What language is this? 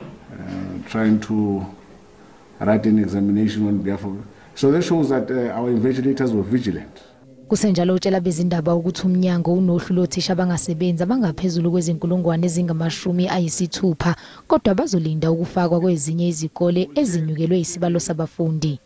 Zulu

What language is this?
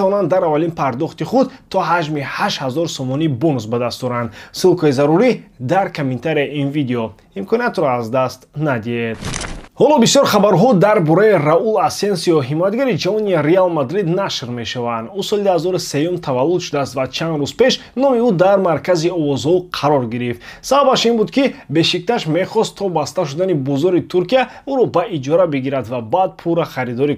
Tajik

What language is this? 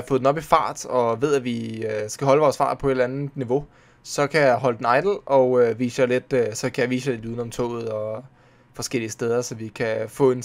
Danish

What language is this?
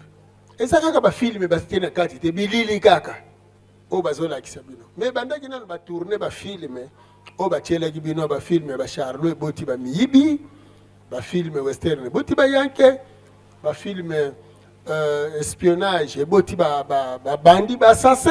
Lingala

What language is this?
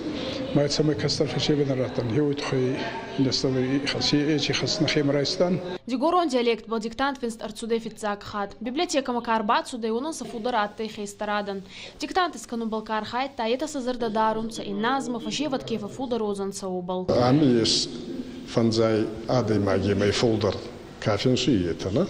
Ossetic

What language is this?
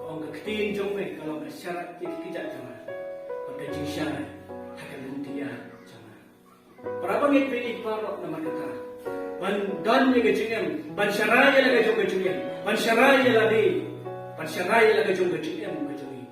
Khasi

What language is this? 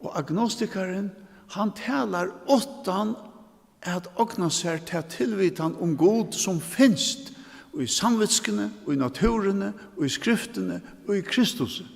Faroese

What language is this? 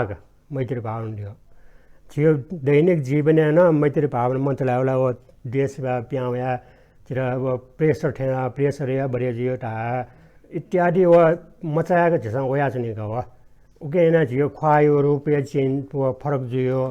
Newari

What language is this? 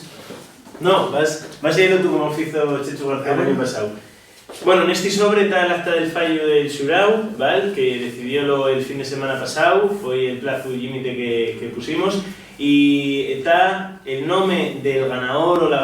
Asturian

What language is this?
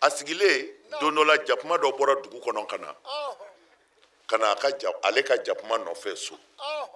Bambara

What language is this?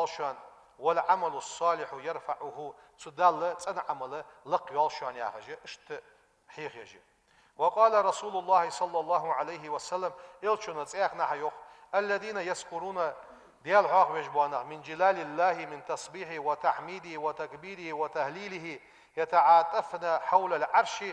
Ingush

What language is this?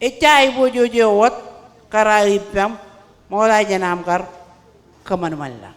Marshallese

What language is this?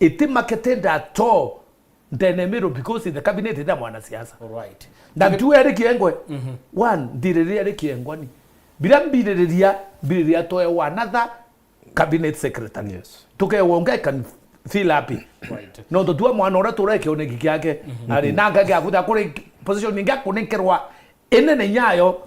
Meru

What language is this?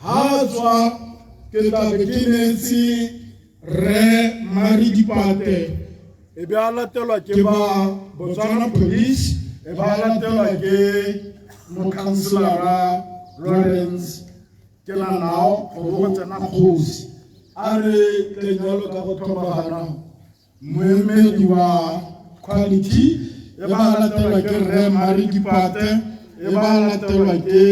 Tswana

